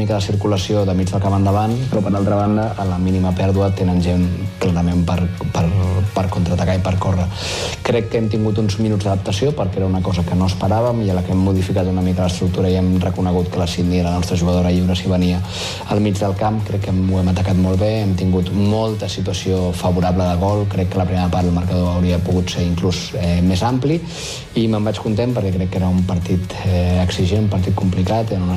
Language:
Catalan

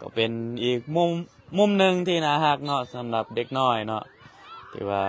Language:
Lao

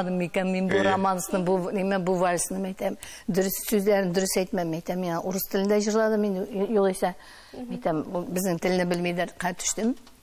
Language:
Tatar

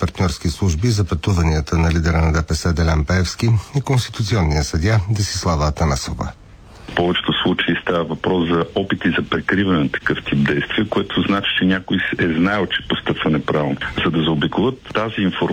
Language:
Bulgarian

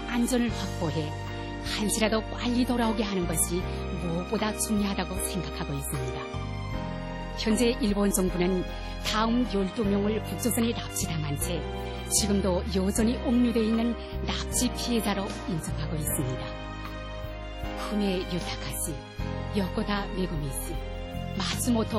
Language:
Korean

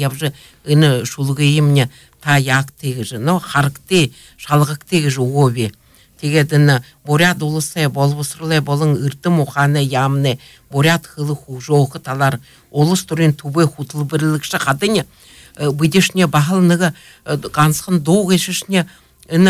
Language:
Buriat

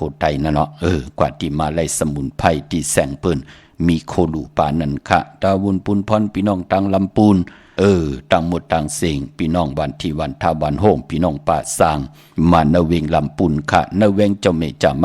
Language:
Shan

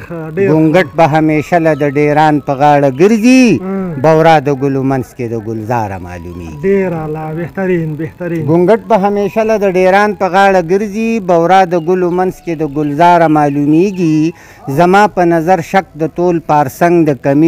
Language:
Pashto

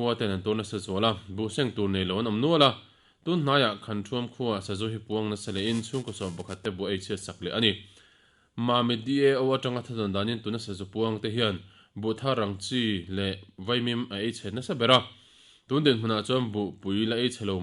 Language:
Mizo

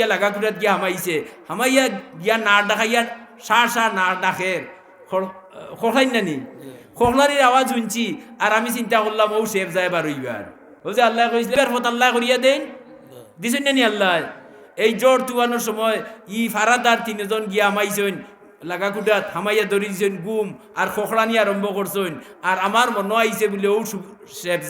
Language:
Sylheti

